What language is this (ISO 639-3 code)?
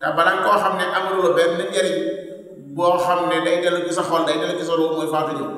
wol